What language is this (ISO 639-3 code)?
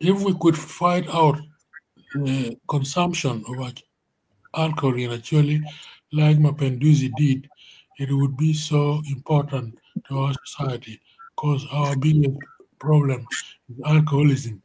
ach